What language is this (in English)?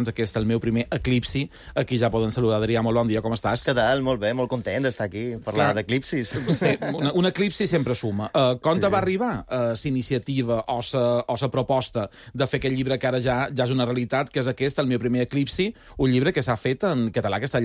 Catalan